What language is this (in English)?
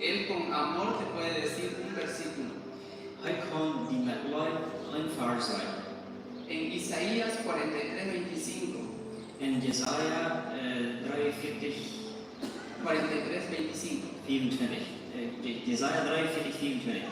Plautdietsch